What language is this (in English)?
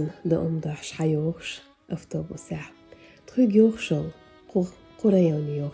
Chechen